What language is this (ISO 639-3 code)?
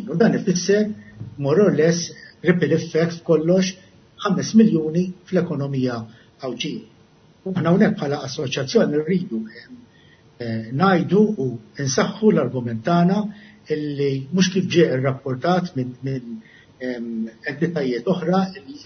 mlt